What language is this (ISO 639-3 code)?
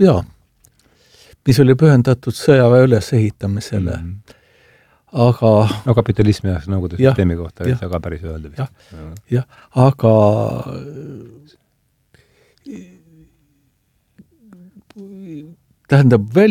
est